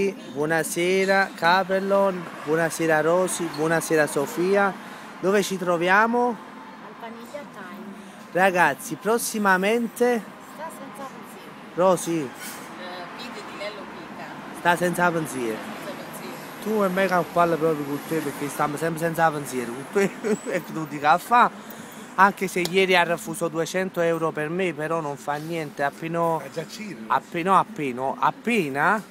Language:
Neapolitan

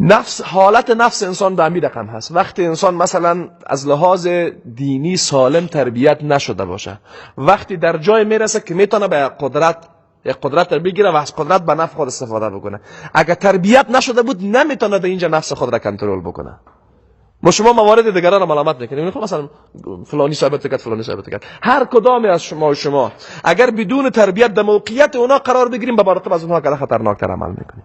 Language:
Persian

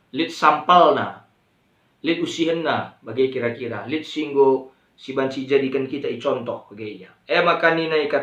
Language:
Batak Karo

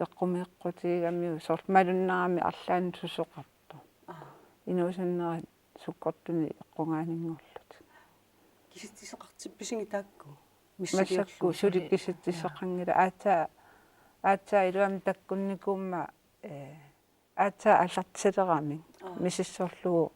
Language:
Kalaallisut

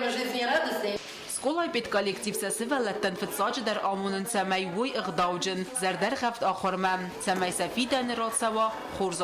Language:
Ossetic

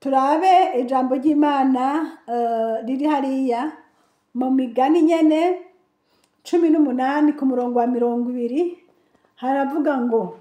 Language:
Rundi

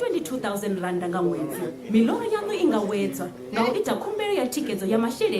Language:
Venda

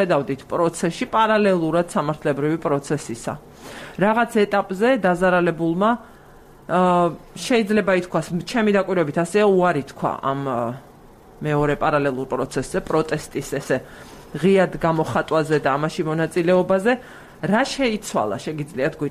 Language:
Georgian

